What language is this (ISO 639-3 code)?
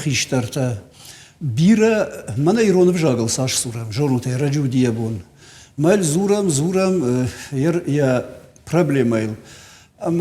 oss